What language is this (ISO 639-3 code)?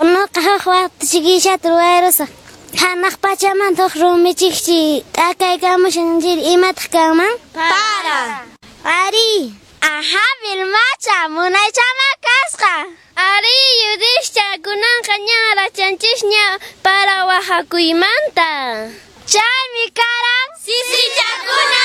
que